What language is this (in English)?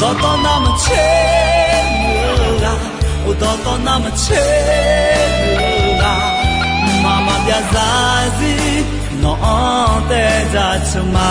Akha